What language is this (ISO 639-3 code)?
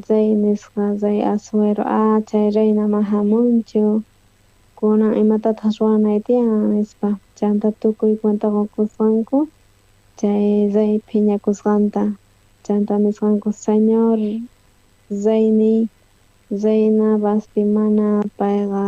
quh